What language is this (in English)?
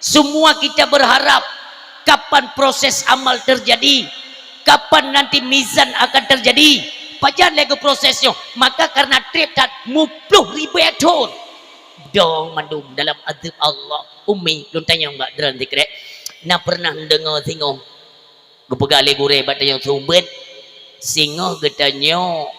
Achinese